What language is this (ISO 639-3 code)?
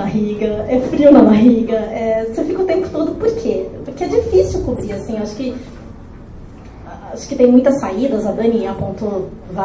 por